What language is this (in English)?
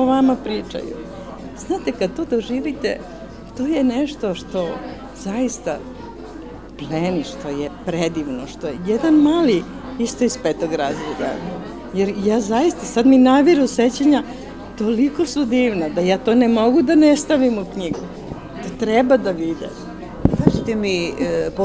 Serbian